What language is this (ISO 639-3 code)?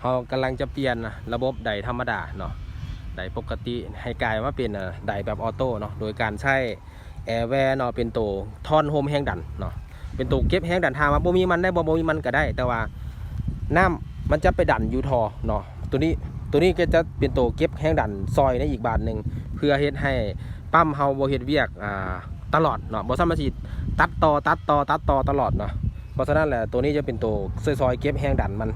lao